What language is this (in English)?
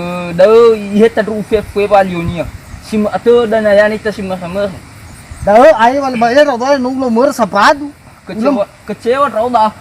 Nias